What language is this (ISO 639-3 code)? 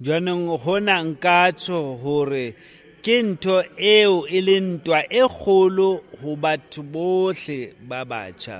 sot